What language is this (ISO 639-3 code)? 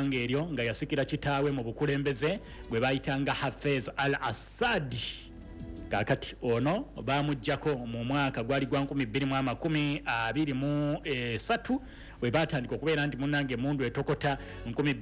lug